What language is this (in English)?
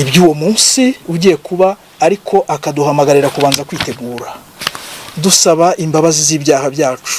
Kinyarwanda